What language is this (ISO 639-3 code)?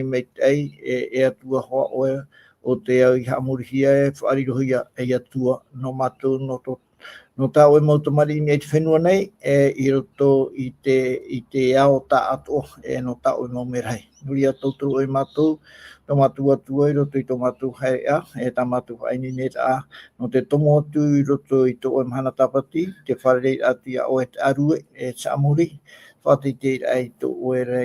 tah